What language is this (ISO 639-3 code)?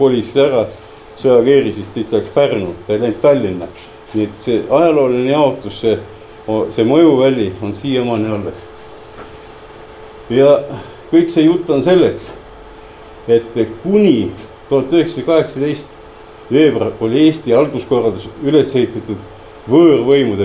est